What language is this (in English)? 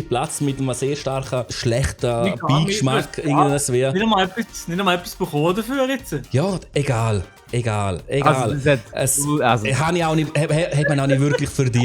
Swiss German